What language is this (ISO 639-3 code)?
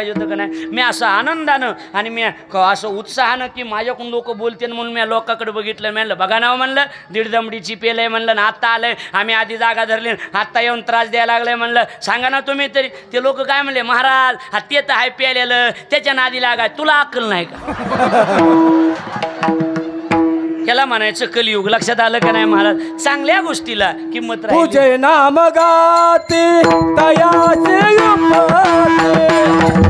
mar